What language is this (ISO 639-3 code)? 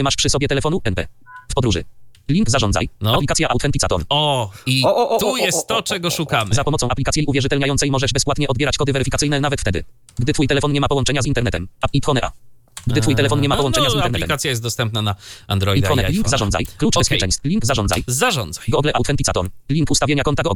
pol